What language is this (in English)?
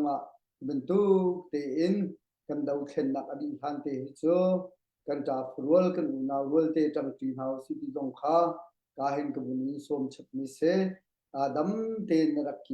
Hakha Chin